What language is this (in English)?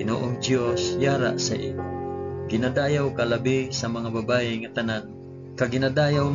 Hiligaynon